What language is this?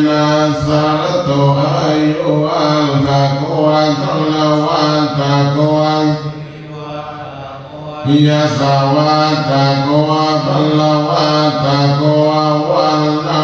Pali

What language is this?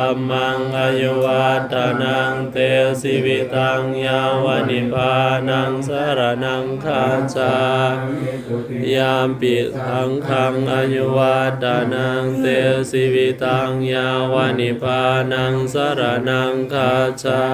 Pali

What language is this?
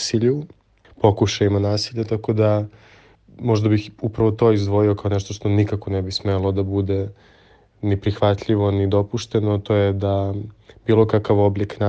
Serbian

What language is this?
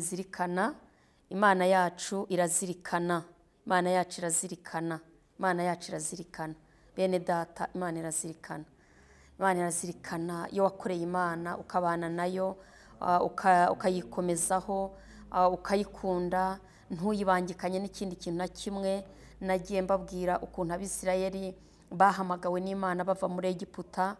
Kinyarwanda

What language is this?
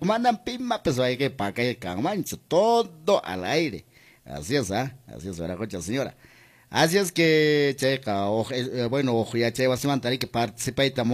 Quechua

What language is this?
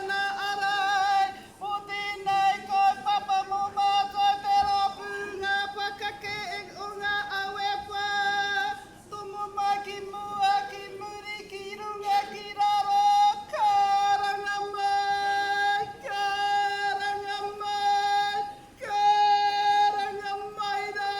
Māori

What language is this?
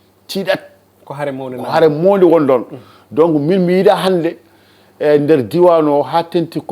Fula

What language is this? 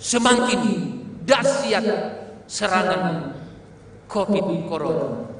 Batak Simalungun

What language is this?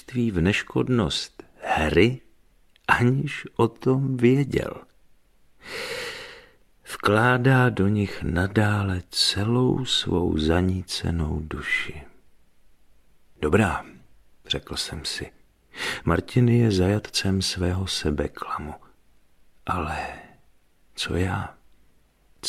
Czech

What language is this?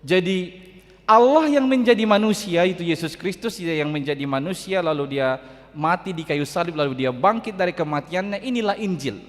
Batak Toba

